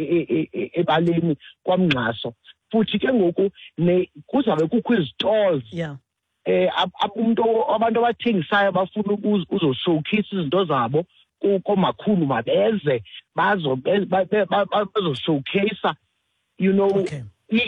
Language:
Xhosa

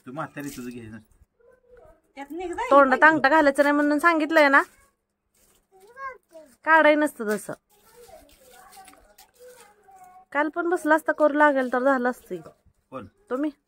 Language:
Marathi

